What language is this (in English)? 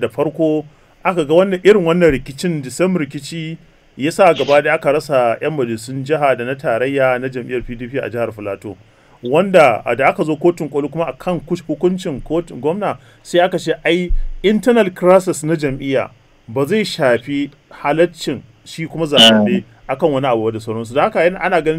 Hausa